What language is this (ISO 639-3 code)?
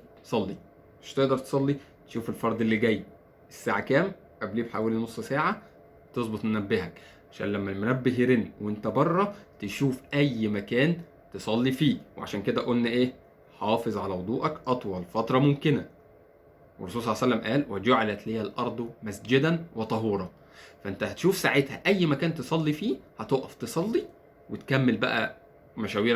arz